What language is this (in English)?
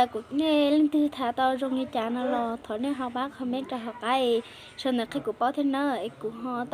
Hmong